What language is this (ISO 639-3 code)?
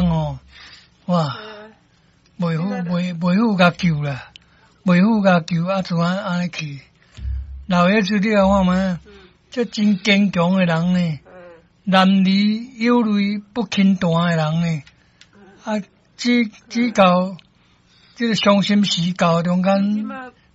nan